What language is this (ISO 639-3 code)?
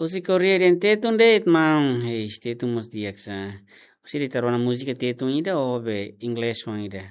tet